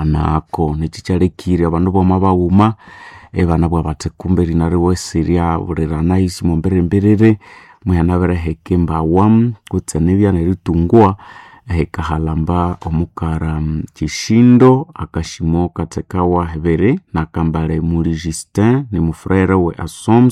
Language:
Nande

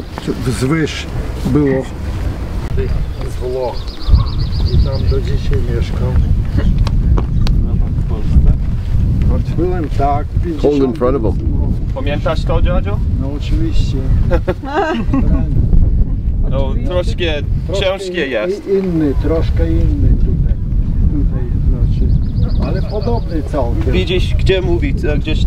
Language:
Polish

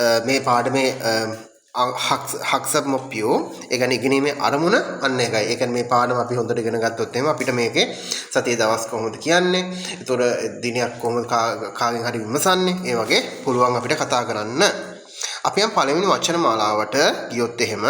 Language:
Sinhala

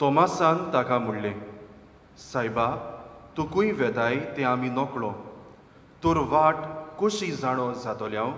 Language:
Konkani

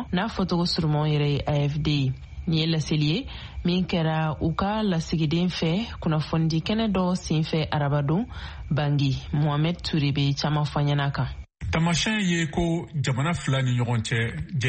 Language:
Bambara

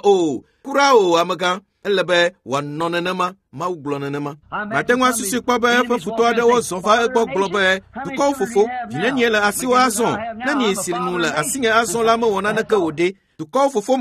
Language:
Ewe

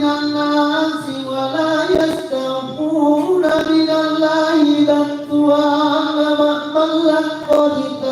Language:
Makasar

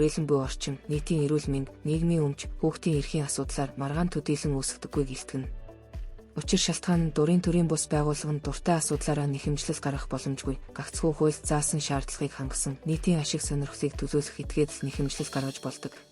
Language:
Mongolian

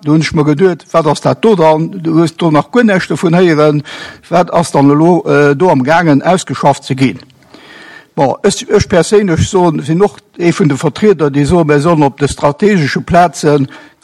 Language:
Luxembourgish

